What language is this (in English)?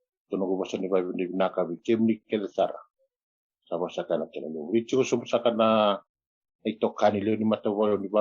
Fijian